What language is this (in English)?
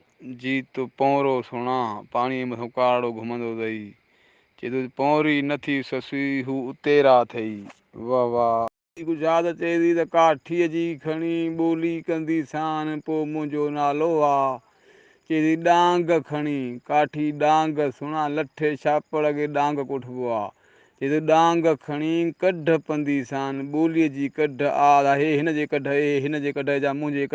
Sindhi